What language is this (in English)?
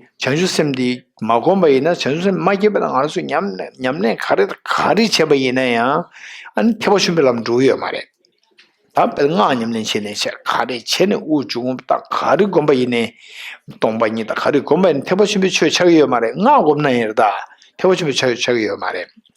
Tibetan